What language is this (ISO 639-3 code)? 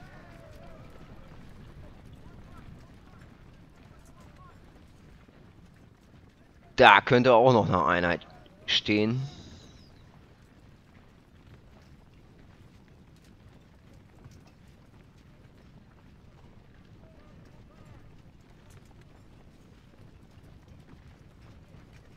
deu